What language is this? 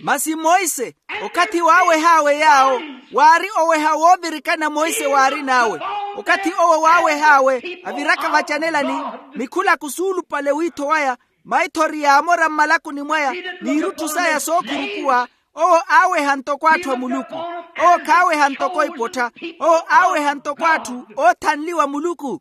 Makhuwa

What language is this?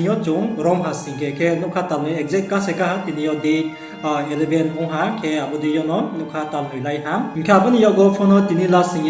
Riang (India)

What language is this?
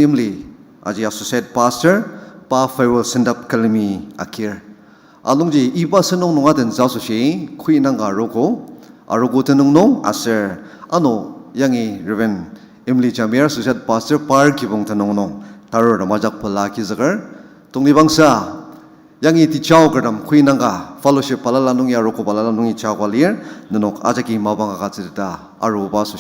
Ao Naga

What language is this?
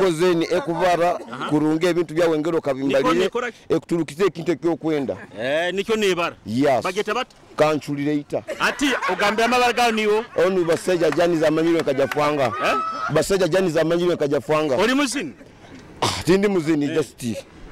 Nyoro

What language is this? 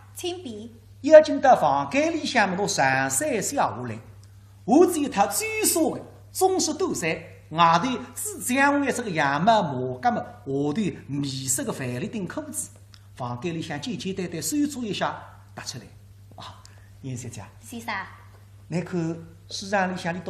Wu Chinese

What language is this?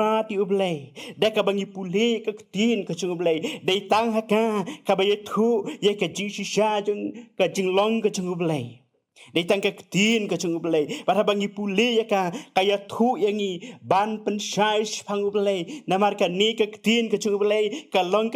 Khasi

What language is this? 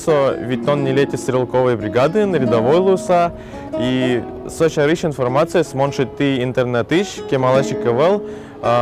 Udmurt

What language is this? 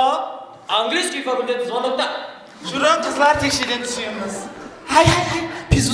Kara-Kalpak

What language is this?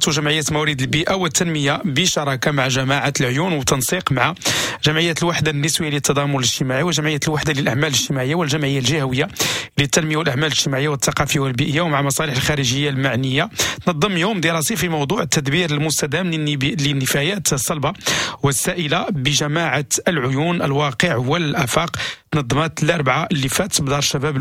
Moroccan Arabic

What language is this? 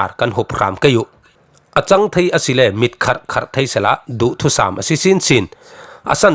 Falam Chin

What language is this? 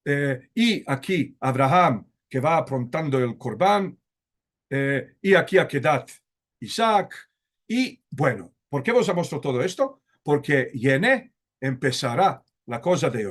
Ladino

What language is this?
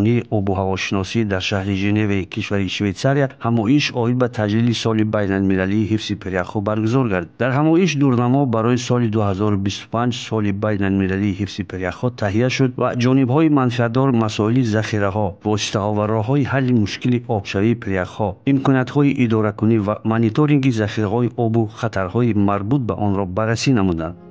Tajik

